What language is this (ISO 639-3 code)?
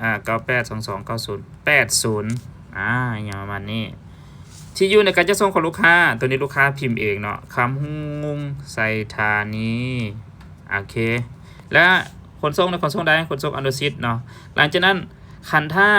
lao